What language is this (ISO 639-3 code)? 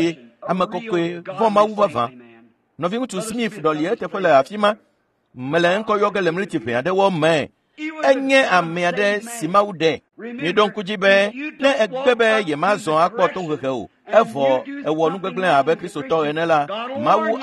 ewe